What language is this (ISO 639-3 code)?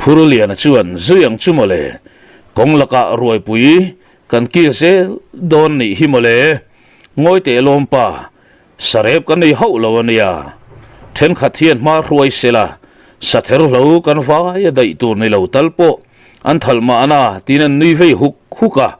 lus